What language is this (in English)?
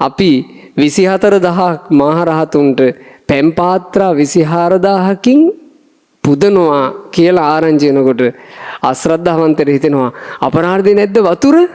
Sinhala